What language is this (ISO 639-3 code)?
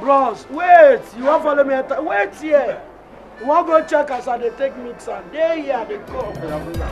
pcm